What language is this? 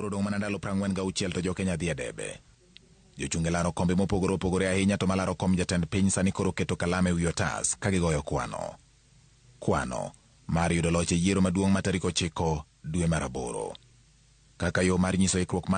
Luo (Kenya and Tanzania)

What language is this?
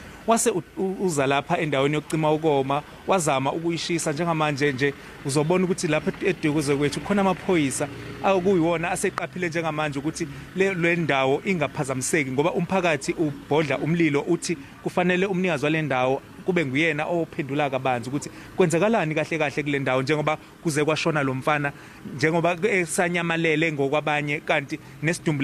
Zulu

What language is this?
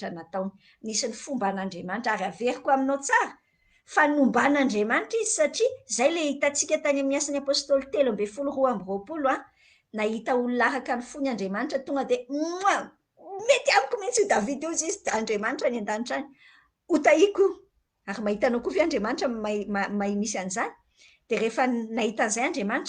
Malagasy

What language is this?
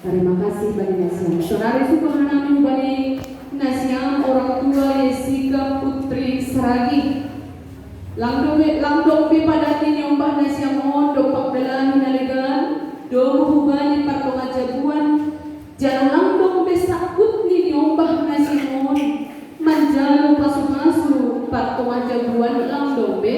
Batak Simalungun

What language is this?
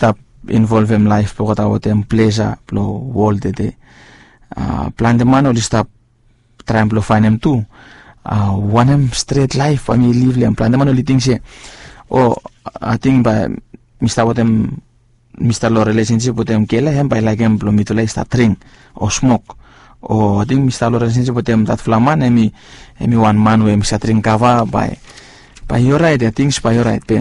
Bislama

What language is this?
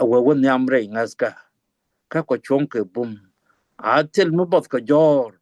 Nuer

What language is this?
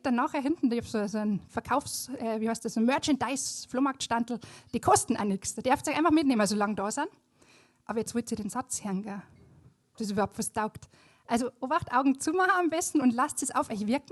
Bavarian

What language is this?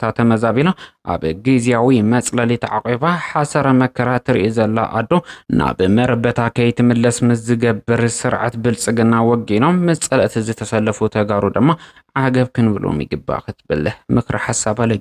Tigrinya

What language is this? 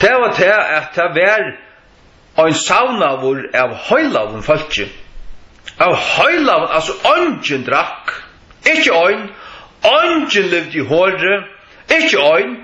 Faroese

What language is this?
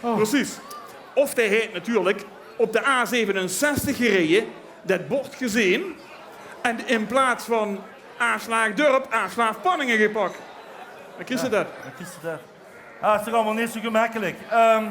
Limburgish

